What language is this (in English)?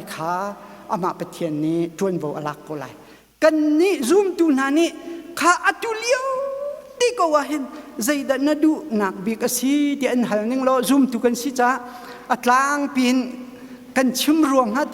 Hakha Chin